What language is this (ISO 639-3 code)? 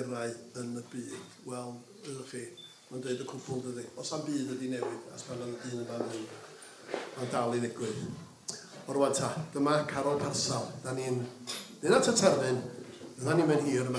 cym